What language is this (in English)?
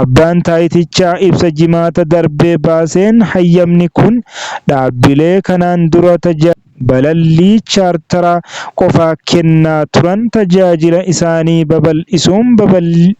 Oromo